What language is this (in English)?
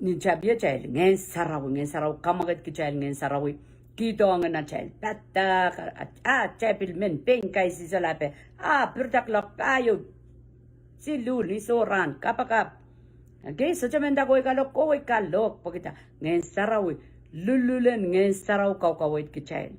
Pohnpeian